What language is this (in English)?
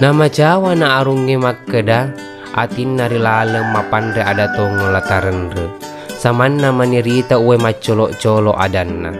Buginese